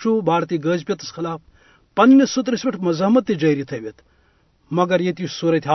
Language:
Kashmiri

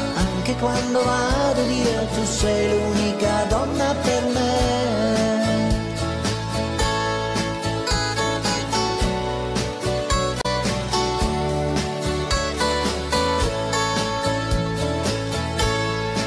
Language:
Italian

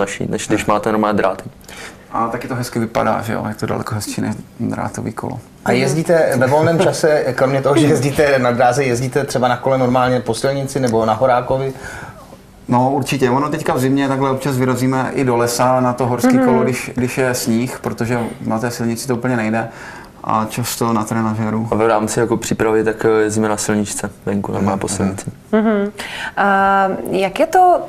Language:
Czech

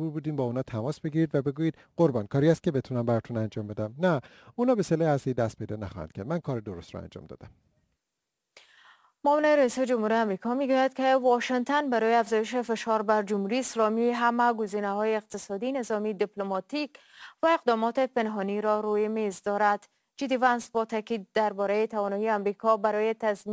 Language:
Persian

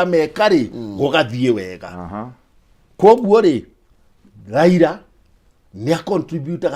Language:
Kikuyu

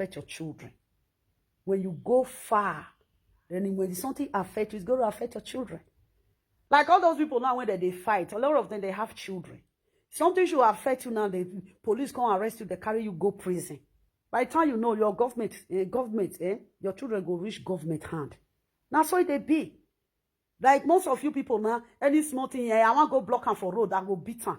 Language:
Nigerian Pidgin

